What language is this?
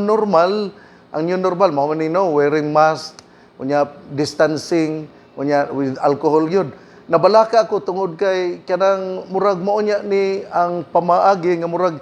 Cebuano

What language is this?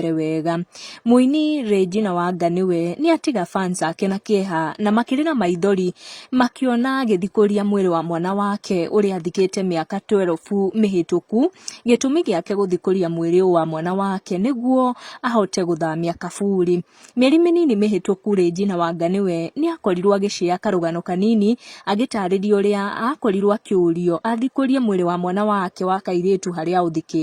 Kikuyu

